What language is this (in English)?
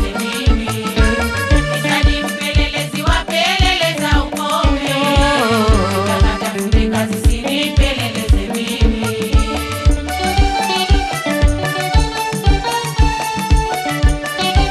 Swahili